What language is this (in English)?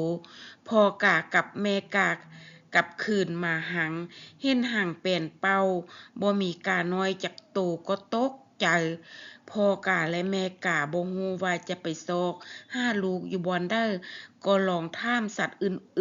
Lao